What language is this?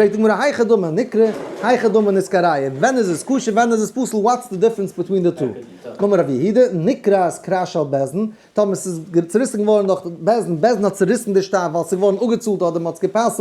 Yiddish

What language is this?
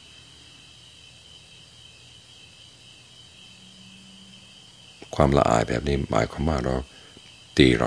Thai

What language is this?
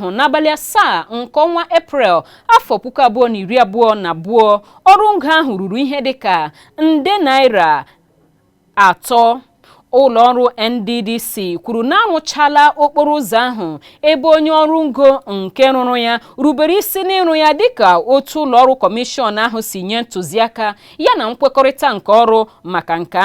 Igbo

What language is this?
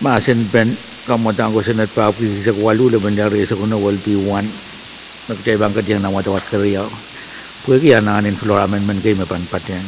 Pohnpeian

